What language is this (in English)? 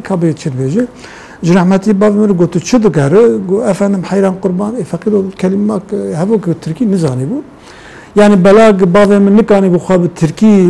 Kurdish